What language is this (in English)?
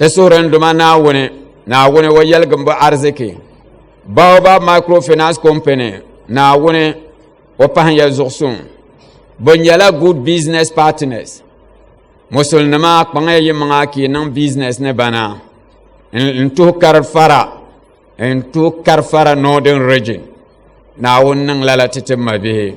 Dagbani